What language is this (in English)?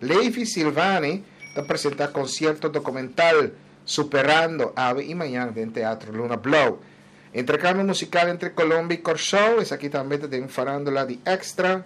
Papiamento